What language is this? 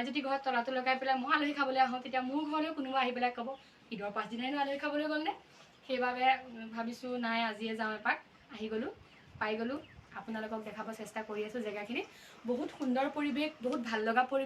Assamese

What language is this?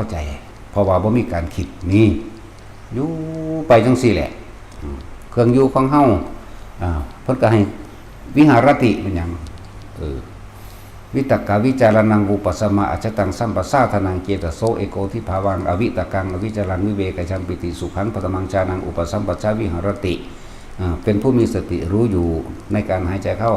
Northeastern Thai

